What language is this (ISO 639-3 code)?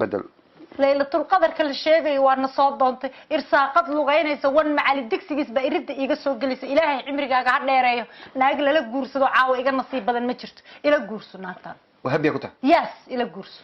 som